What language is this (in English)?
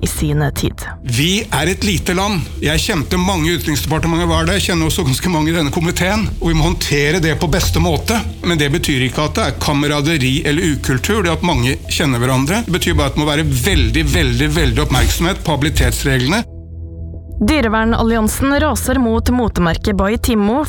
Norwegian